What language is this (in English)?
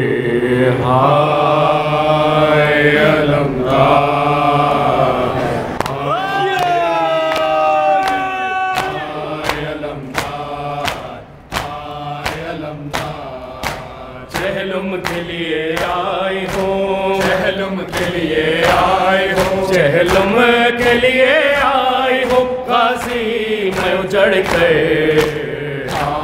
Urdu